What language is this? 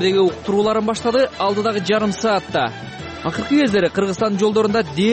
Kyrgyz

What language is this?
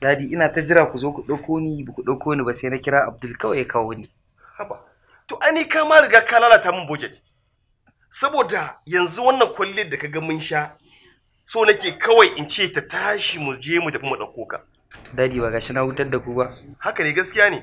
Hausa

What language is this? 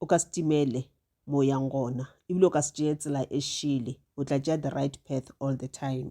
Northern Sotho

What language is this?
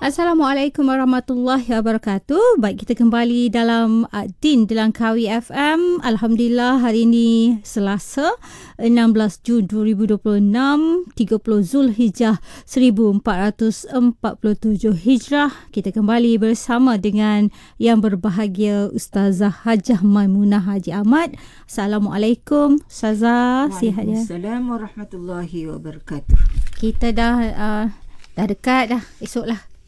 Malay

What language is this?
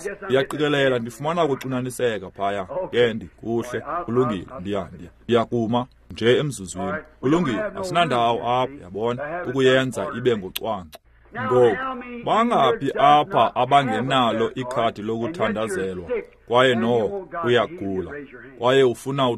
Xhosa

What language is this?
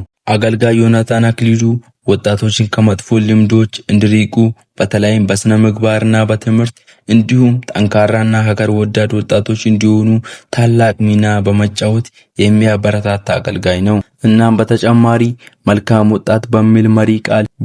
Amharic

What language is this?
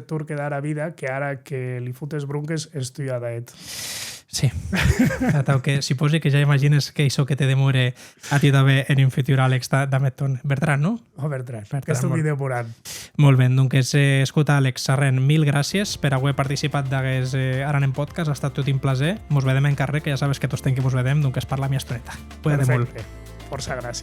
Occitan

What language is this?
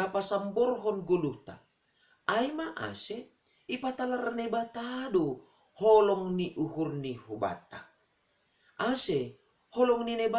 Batak Simalungun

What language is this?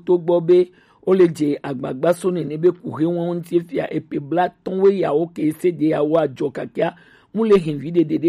Gen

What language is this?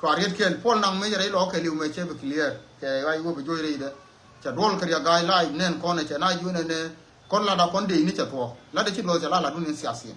Nuer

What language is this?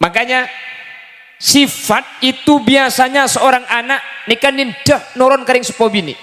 Madurese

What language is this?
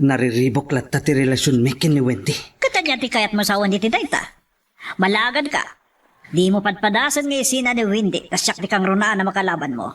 Iloko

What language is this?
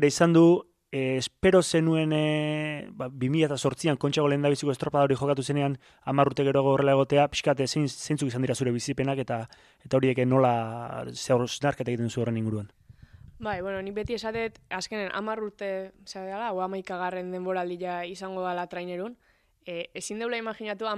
Basque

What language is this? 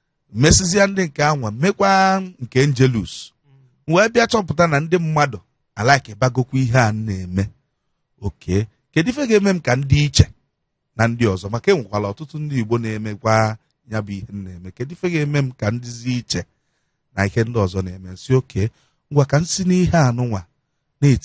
Igbo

